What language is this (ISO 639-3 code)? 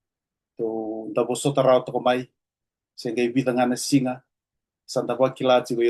fij